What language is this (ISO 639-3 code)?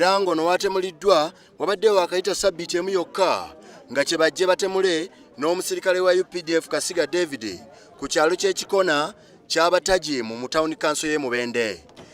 lug